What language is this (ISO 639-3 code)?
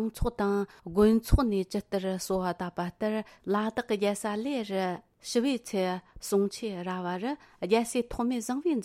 bod